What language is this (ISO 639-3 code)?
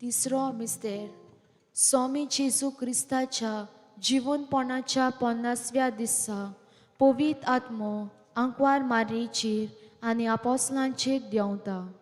kok